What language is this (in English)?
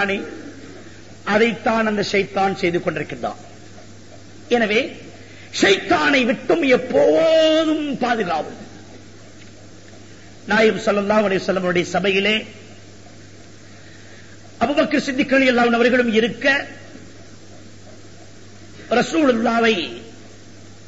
Tamil